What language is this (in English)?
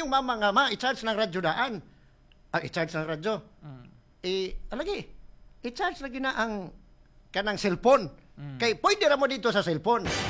Cebuano